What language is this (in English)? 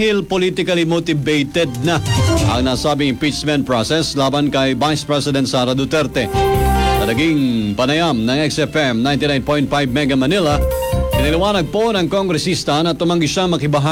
Filipino